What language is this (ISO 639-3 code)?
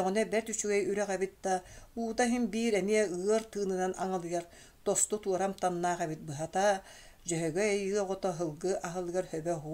sah